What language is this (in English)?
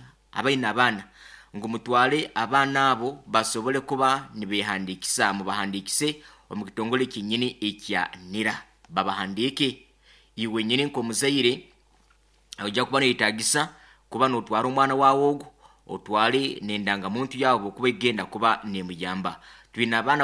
Nyoro